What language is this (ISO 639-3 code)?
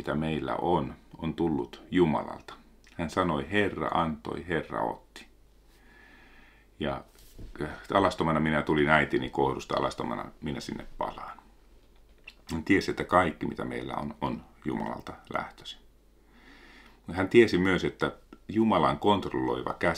fin